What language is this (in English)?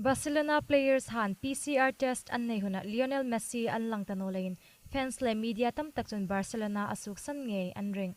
Hmar